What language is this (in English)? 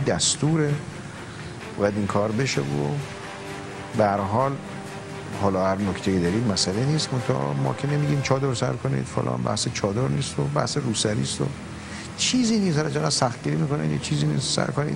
Persian